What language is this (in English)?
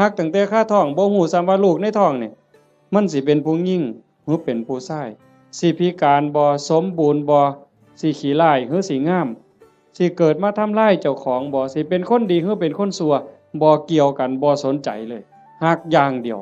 Northeastern Thai